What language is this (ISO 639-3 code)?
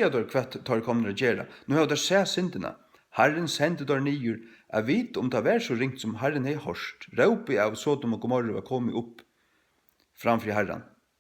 fao